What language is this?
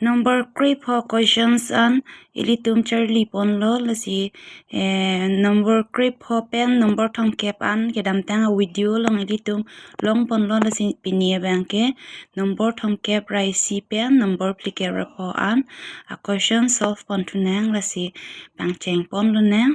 Karbi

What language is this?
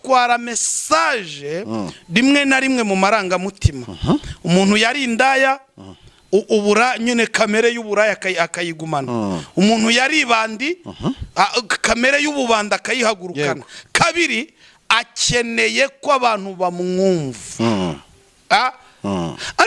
Kinyarwanda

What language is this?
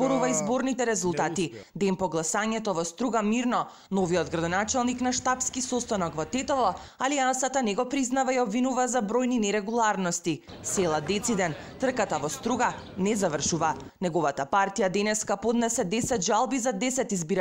Macedonian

